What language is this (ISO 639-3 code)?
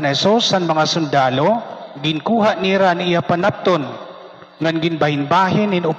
war